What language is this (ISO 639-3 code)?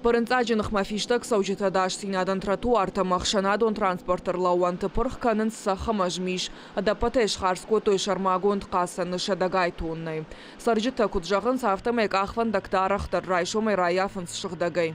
oss